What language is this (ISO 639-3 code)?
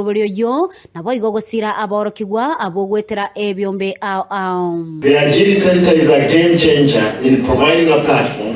guz